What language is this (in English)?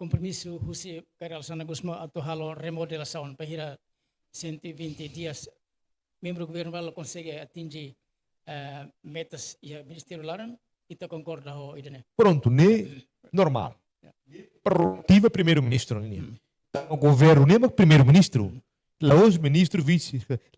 Tetum